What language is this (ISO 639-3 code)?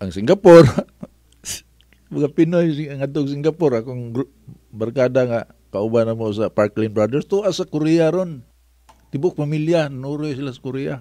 ceb